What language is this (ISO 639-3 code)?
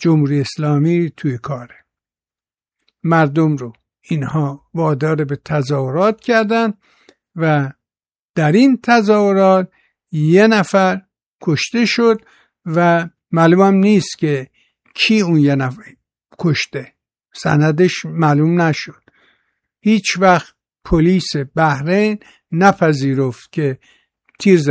fas